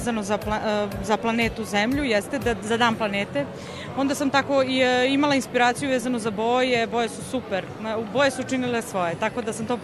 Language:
Serbian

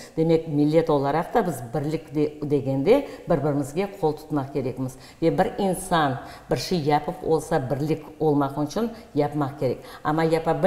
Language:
Crimean Tatar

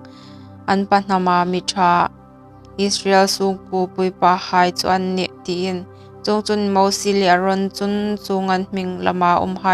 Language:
Hmar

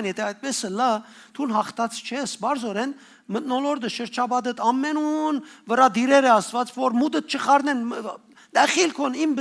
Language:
Western Armenian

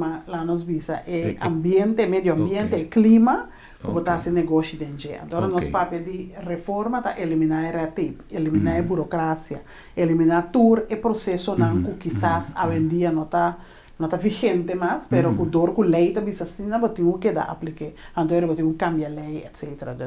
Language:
Papiamento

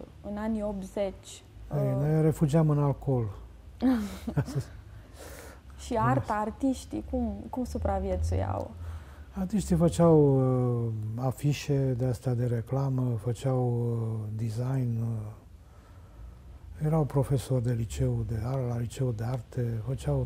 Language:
Romanian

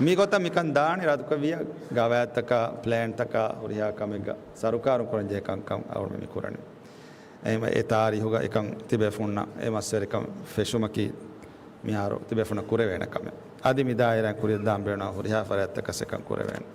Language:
Divehi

